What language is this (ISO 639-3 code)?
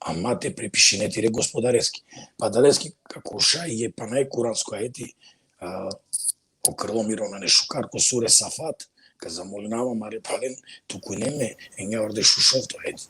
rmn